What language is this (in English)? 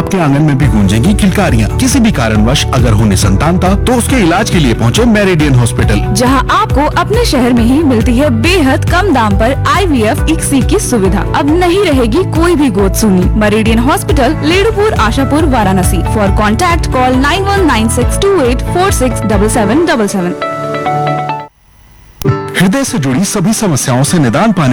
Hindi